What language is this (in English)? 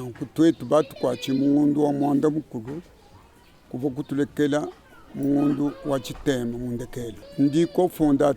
Luba-Lulua